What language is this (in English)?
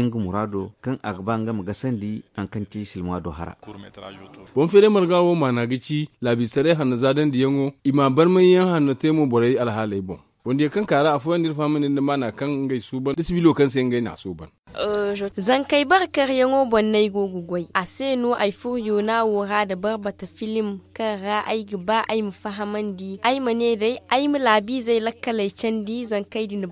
Zarma